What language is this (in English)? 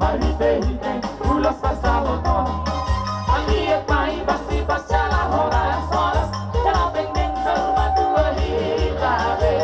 Batak Toba